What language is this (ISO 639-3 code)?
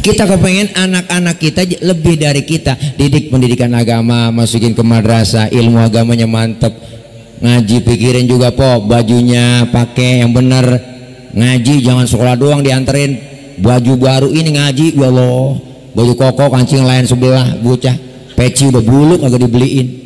bew